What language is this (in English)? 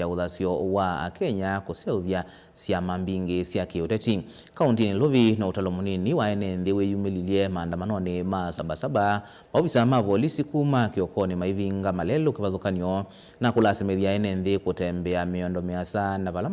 Kamba